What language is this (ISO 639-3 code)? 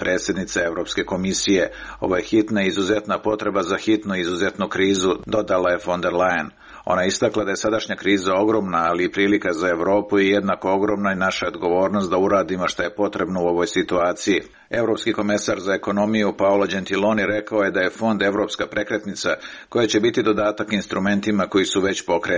hrv